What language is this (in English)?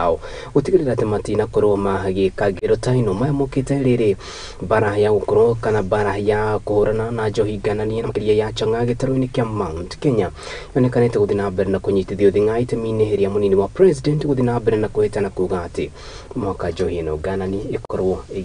Kikuyu